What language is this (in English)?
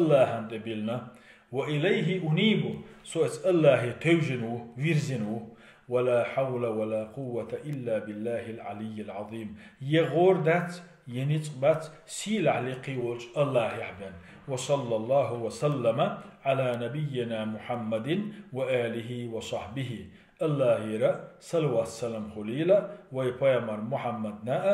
Chechen